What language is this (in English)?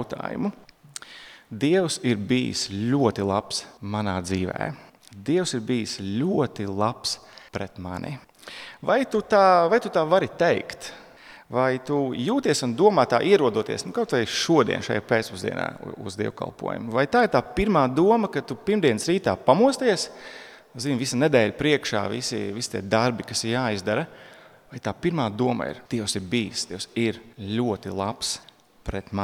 Latvian